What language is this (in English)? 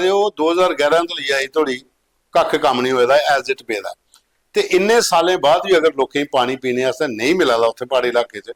Dogri